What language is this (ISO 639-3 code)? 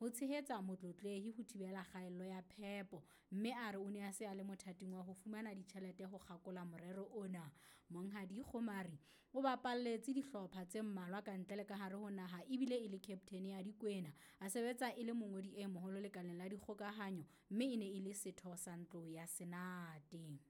sot